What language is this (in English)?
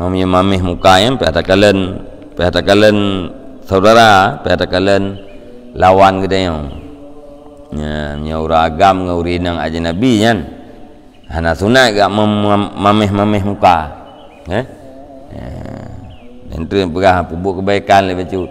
Achinese